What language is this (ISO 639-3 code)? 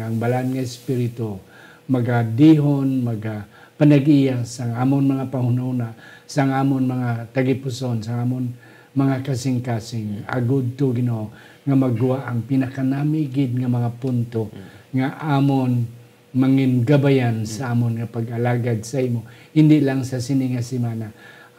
hil